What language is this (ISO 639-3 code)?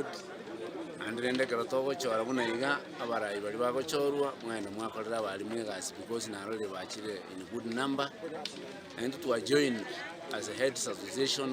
guz